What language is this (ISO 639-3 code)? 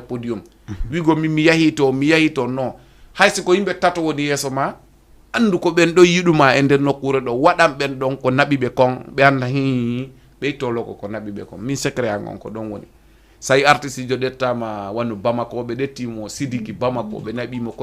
ful